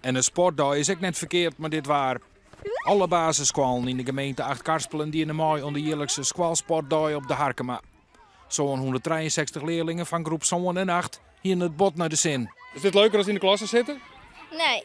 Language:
Western Frisian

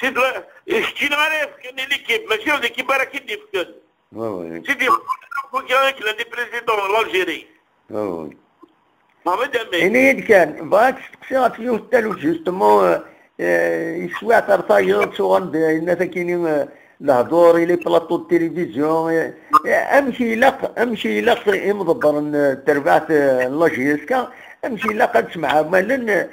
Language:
Kabyle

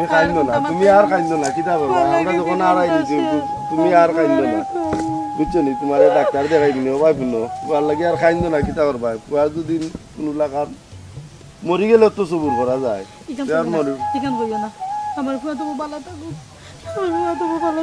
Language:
Sylheti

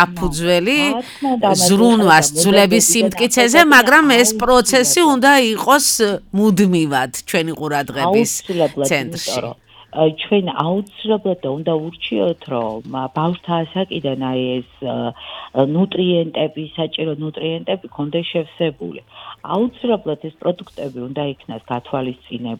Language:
Georgian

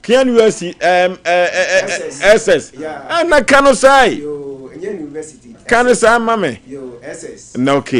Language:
Akan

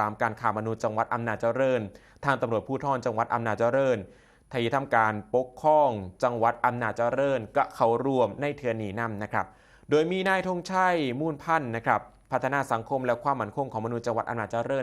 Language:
Northeastern Thai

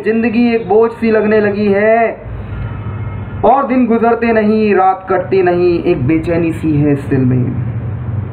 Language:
Hindi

